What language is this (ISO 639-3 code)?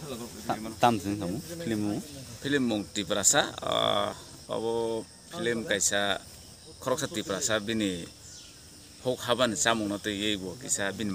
trp